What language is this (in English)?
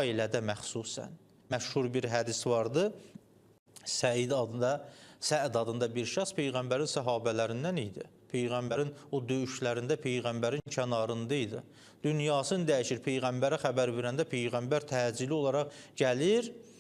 Azerbaijani